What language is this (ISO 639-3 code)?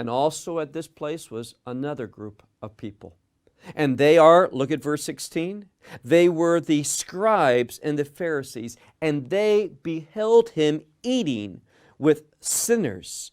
eng